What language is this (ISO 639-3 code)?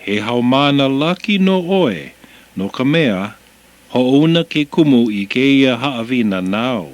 haw